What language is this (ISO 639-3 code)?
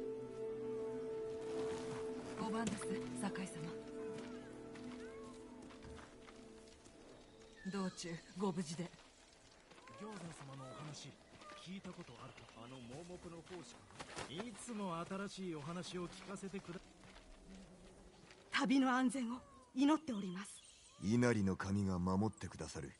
jpn